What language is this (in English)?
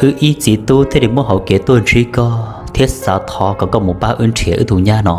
Hmong